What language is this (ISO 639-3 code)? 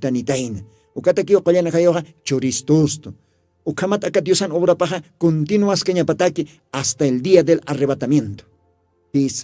aym